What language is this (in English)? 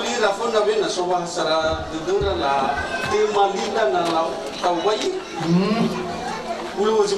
Nias